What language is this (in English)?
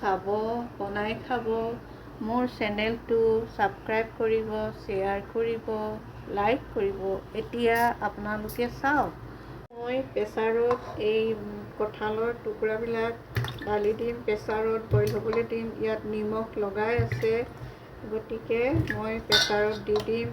Assamese